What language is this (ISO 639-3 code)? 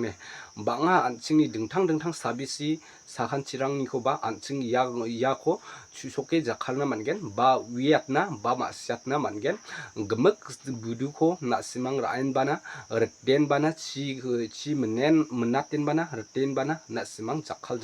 grt